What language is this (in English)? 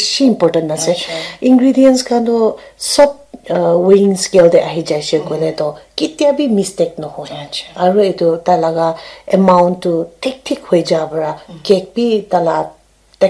Naga Pidgin